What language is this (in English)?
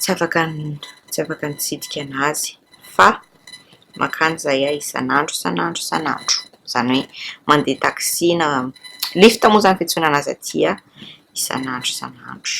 Malagasy